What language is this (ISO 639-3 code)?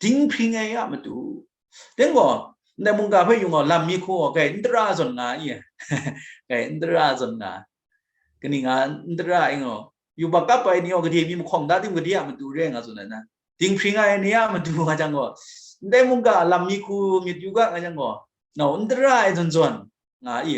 kac